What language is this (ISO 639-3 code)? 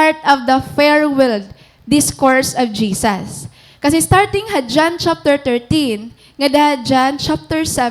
war